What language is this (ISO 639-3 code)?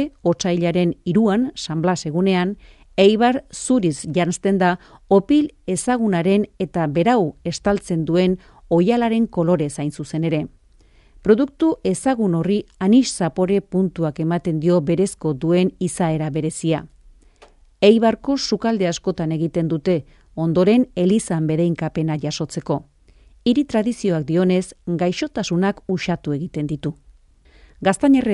eus